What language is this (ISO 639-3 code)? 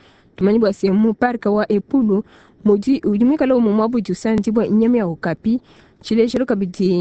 lua